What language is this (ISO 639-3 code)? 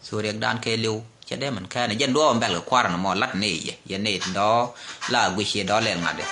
nus